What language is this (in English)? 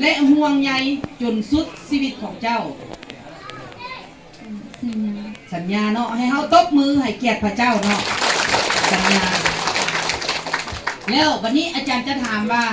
Lao